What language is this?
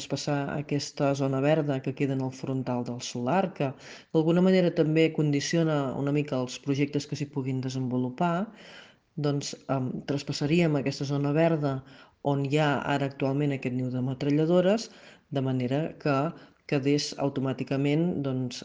Catalan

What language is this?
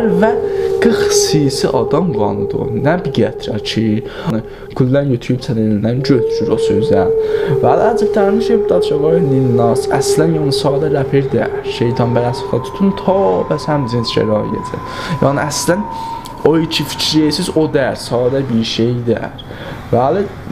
South Azerbaijani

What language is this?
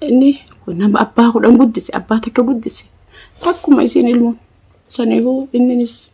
Oromo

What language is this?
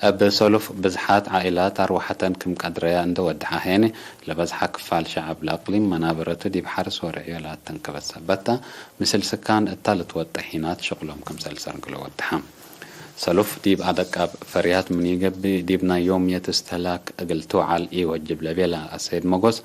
Tigre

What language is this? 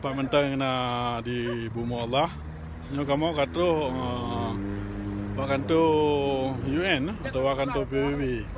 Achinese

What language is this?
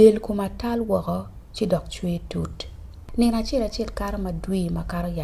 Acoli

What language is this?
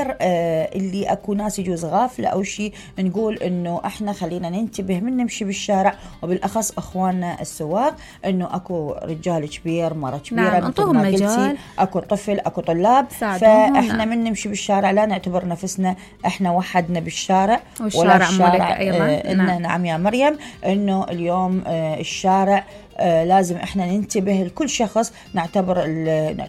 Mesopotamian Arabic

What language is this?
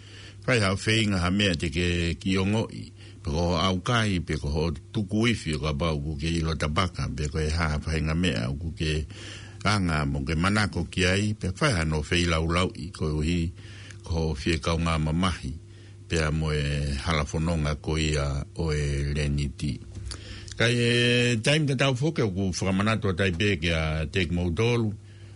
Tongan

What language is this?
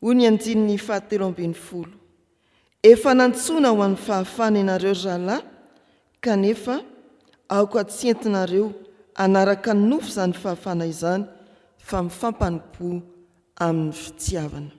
Malagasy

